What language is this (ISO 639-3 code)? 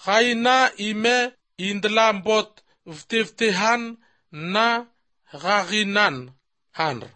sqi